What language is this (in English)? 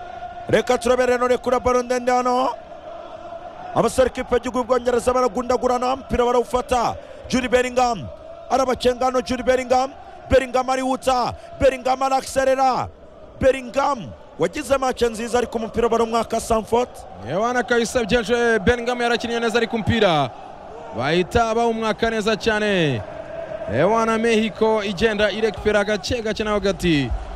Kinyarwanda